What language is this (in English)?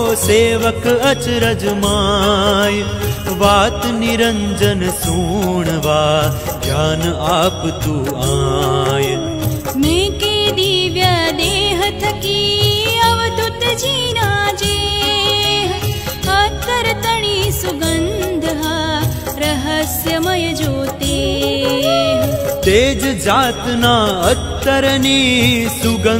Gujarati